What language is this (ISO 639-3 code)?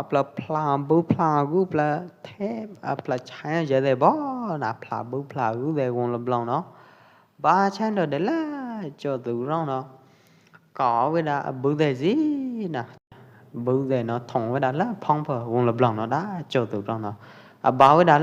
kjp